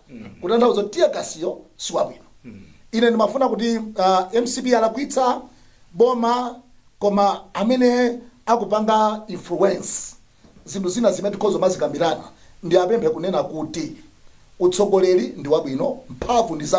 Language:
Nyanja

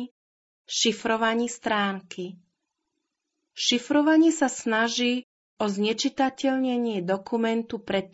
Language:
Slovak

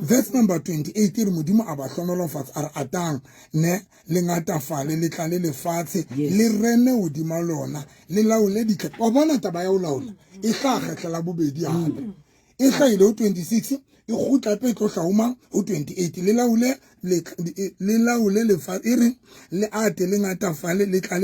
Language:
Southern Sotho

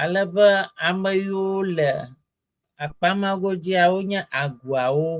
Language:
Ewe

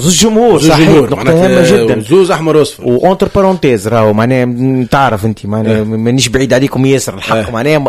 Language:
Tunisian Arabic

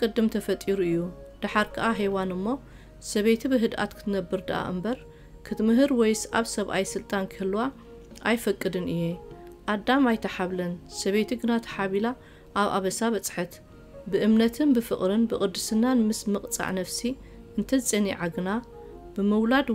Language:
Tigrinya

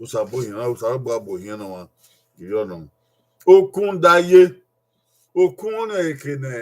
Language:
Bini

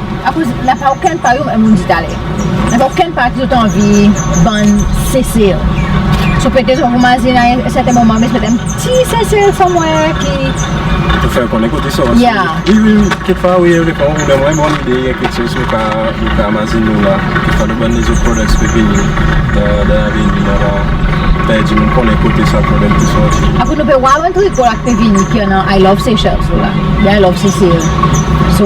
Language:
Seselwa Creole French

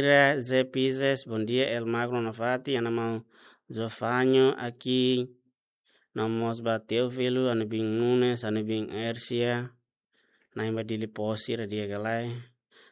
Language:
Tetum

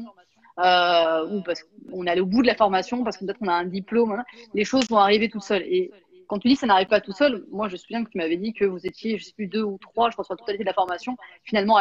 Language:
French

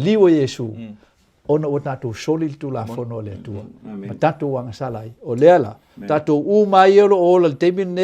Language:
Samoan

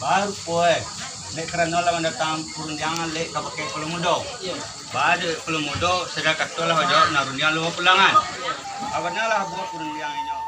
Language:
Minangkabau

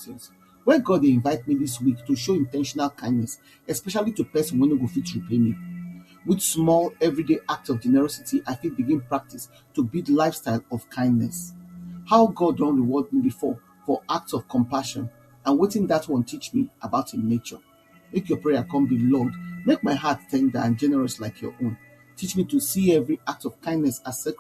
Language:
Nigerian Pidgin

